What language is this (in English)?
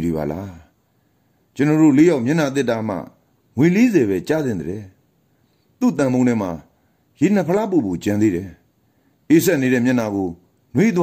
Burmese